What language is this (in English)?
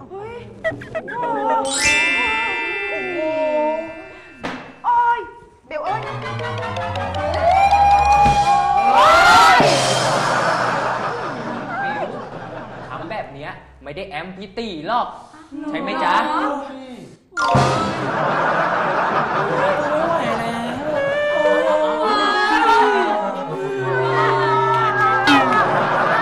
Thai